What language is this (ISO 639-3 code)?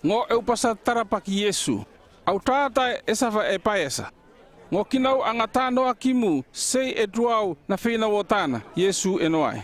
llp